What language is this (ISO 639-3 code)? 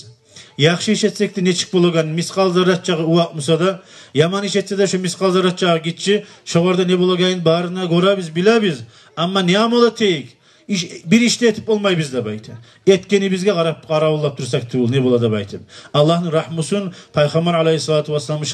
kum